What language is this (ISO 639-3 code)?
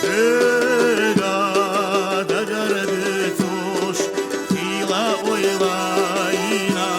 che